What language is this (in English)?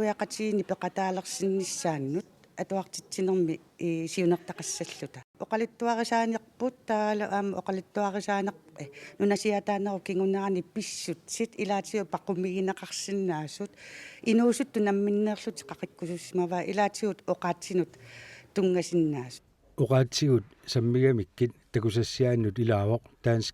Kalaallisut